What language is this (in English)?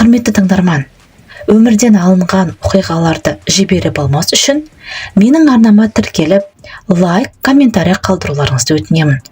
Kazakh